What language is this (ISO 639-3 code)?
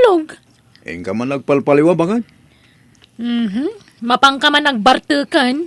ilo